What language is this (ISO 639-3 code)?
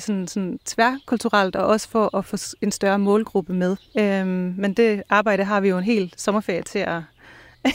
dan